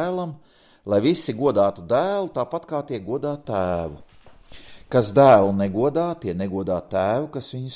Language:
Latvian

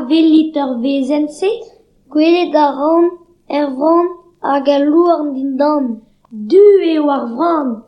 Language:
Breton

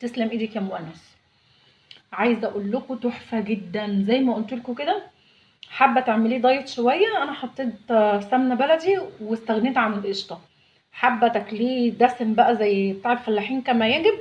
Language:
Egyptian Arabic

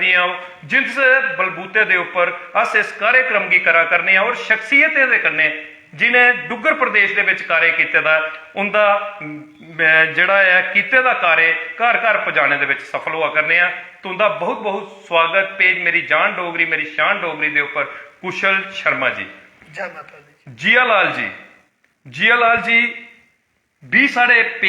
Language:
Dogri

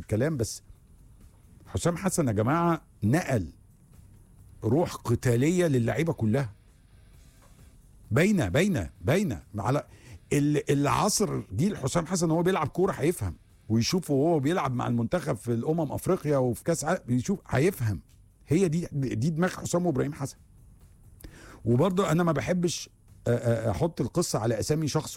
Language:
Egyptian Arabic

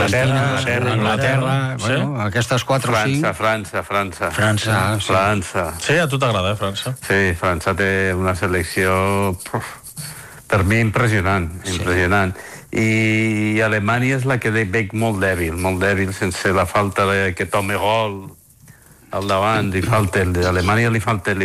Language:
Catalan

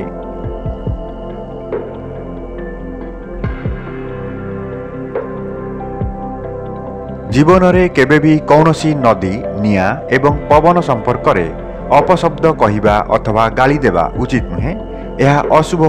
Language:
Odia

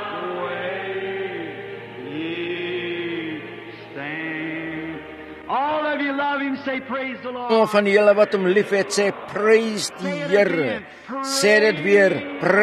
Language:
Afrikaans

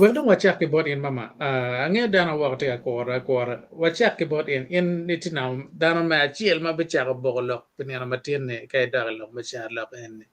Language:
Acoli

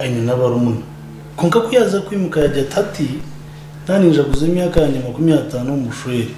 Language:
Nyankole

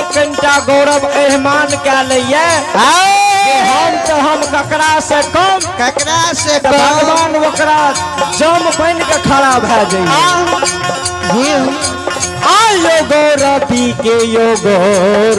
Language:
Maithili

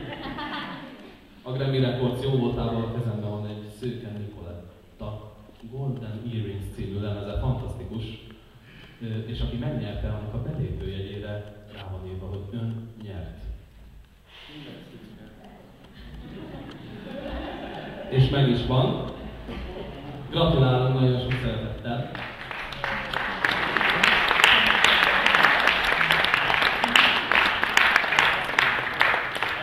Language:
Hungarian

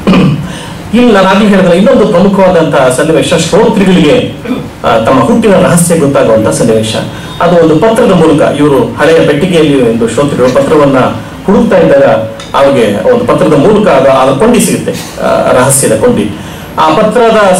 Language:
Kannada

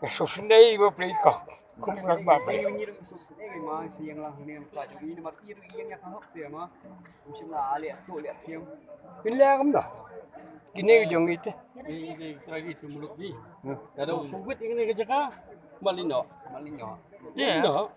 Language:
Khasi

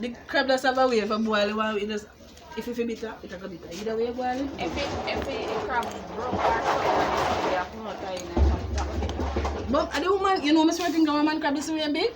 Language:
Jamaican Creole English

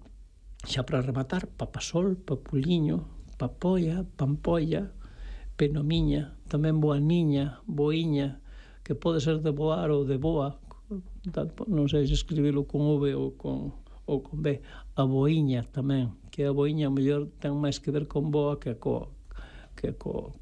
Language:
Galician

